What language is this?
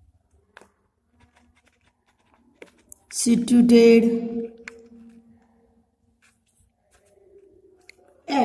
Hindi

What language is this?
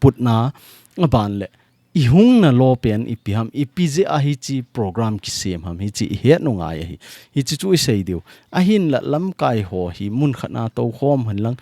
Thado Chin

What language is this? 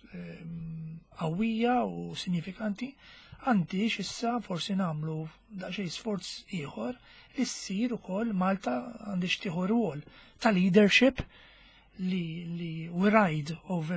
Maltese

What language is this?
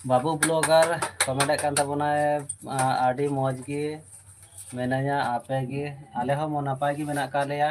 Santali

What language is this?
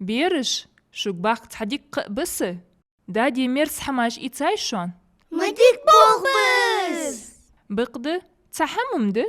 Ingush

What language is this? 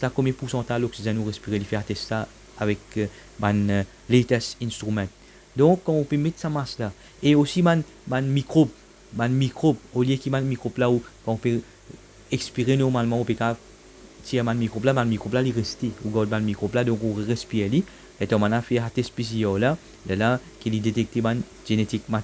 Morisyen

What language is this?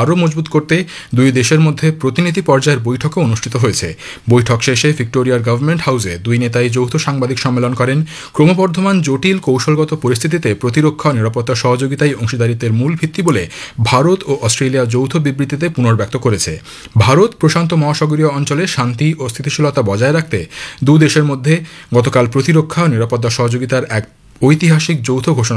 Bangla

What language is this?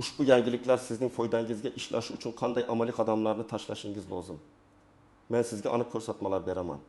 Uzbek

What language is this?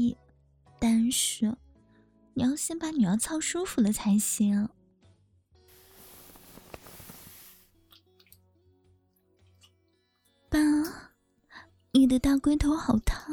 Chinese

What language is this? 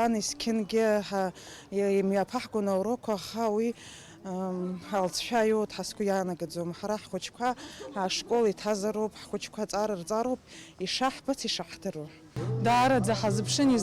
Abkhazian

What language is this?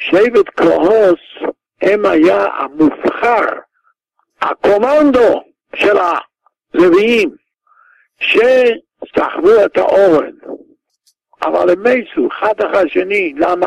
Hebrew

